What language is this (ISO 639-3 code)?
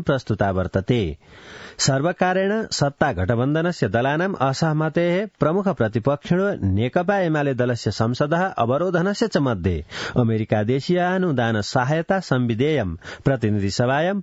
san